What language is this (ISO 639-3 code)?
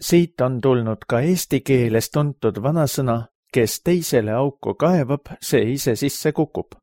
est